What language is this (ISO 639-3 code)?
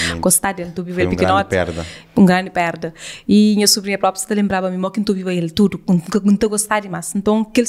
kea